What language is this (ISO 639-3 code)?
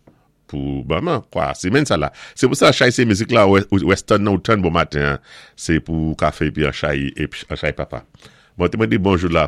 acf